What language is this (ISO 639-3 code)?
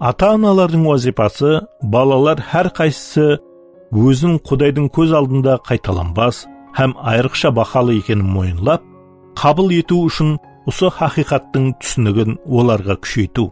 kaa